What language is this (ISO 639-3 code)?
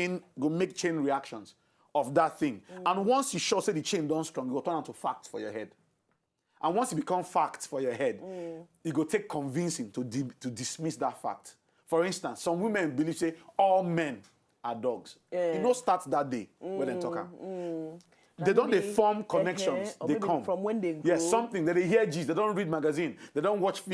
pcm